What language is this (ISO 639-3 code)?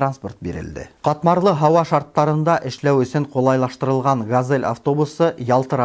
bak